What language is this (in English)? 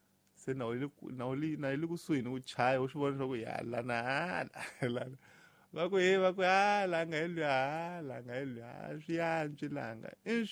Tsonga